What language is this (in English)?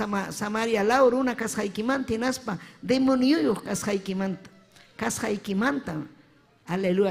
Ayacucho Quechua